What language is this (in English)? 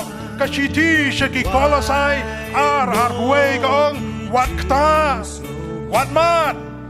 Khasi